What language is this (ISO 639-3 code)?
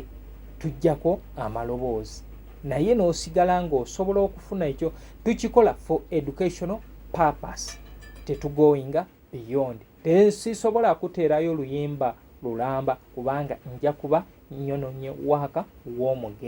lug